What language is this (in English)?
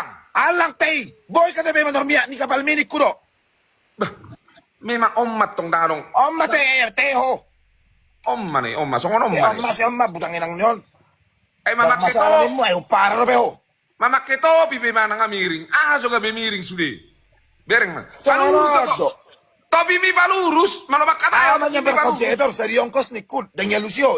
Batak Toba